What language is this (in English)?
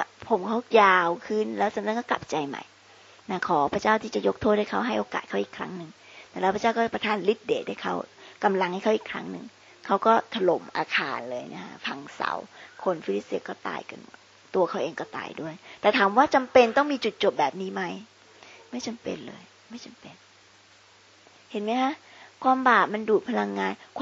Thai